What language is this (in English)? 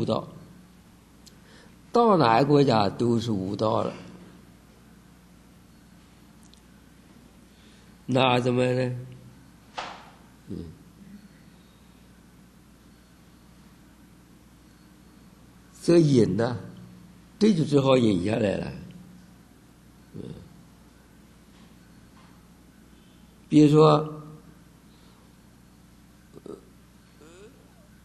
Chinese